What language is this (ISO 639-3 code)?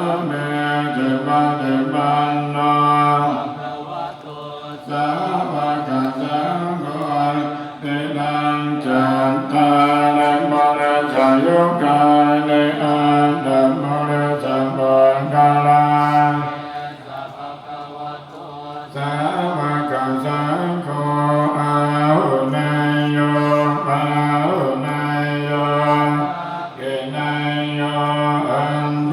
pli